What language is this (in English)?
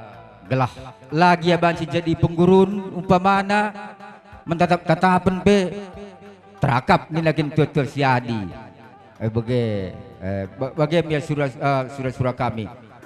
Batak Karo